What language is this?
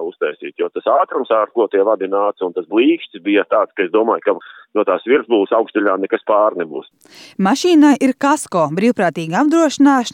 Latvian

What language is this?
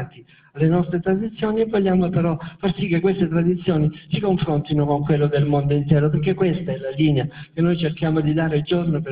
Italian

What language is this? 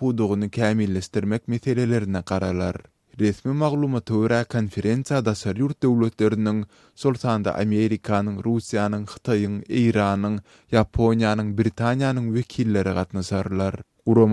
Turkmen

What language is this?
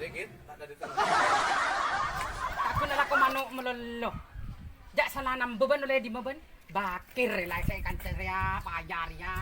Madurese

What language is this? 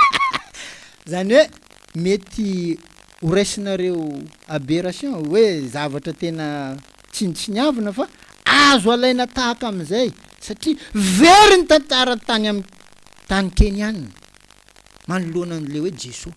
Malagasy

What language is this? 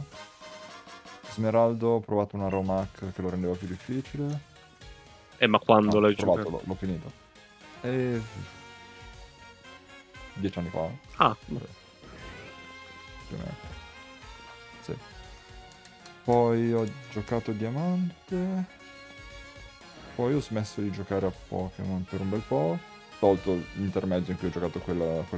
Italian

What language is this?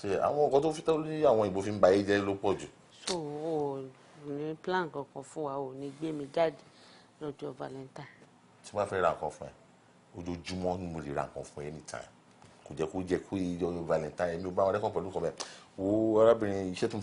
Yoruba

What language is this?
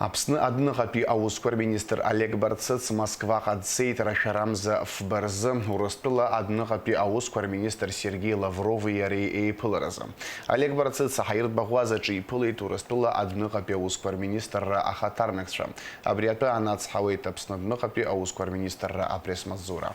Abkhazian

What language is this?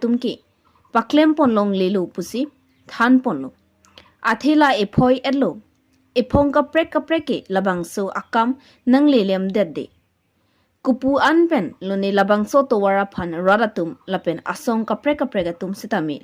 Karbi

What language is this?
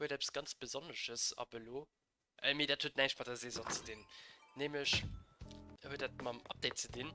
Luxembourgish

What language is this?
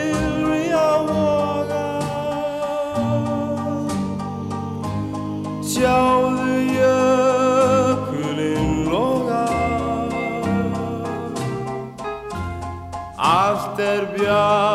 Icelandic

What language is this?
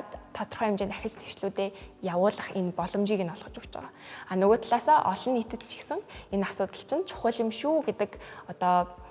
Mongolian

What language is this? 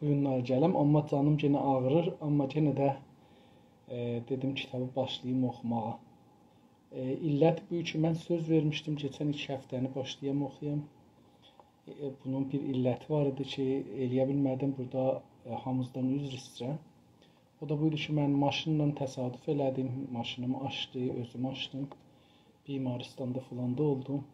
South Azerbaijani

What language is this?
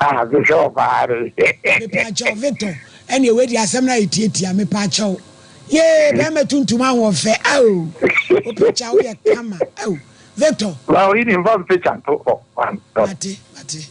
Akan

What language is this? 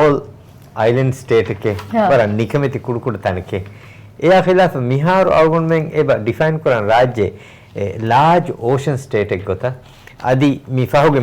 Divehi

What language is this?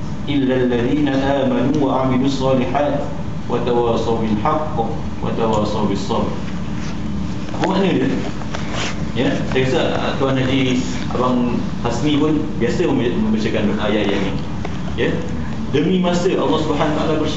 Malay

